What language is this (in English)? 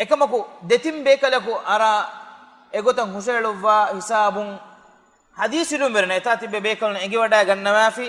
Divehi